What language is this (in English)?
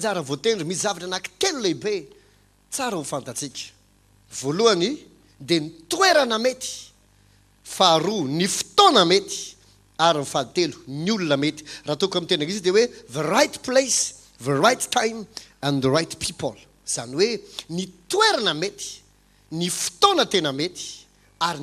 Malagasy